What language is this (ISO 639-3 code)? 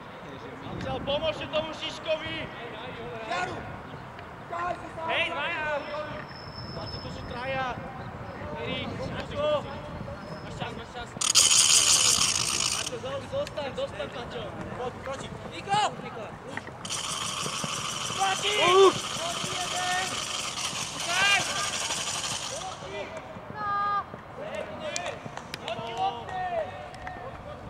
slk